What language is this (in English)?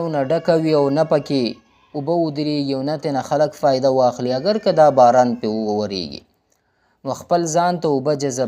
Pashto